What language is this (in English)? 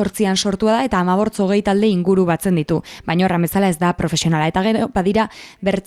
Basque